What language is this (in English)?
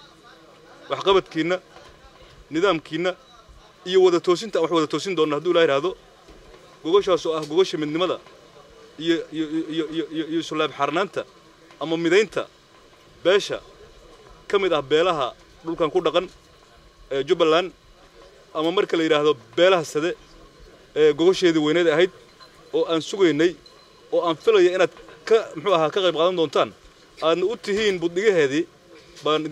Somali